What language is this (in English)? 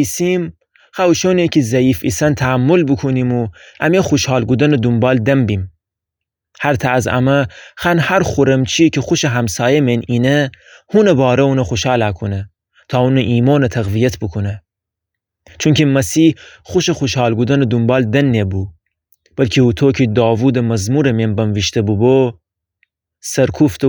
Gilaki